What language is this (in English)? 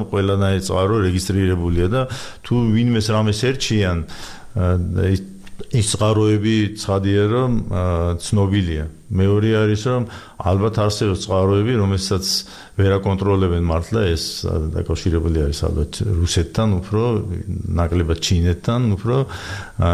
Georgian